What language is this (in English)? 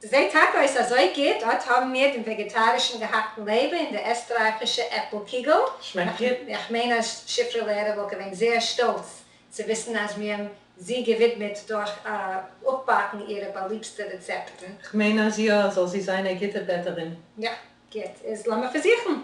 Yiddish